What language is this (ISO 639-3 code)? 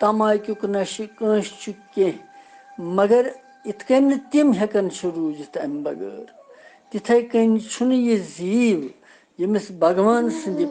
kas